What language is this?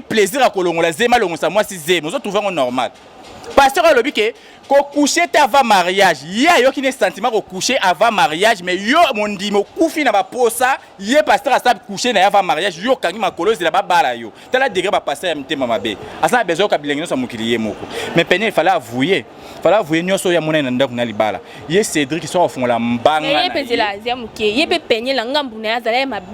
Lingala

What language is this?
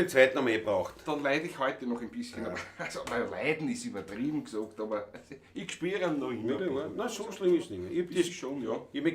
Bavarian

